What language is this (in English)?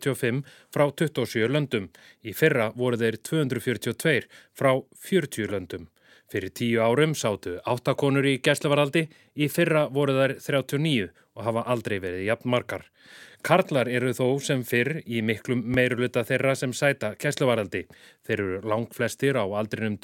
Icelandic